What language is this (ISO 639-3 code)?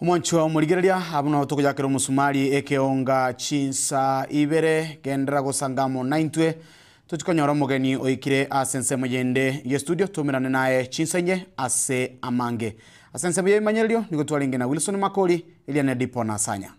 guz